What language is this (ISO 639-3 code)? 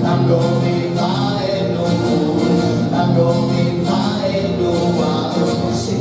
srd